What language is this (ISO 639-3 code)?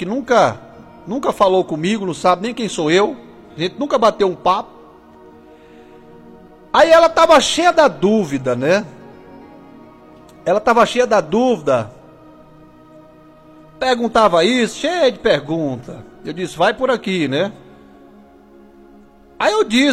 por